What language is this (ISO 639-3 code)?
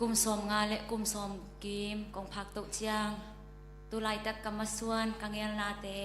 ctd